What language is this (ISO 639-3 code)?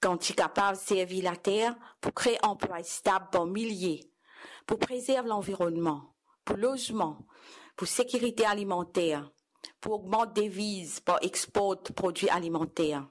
mfe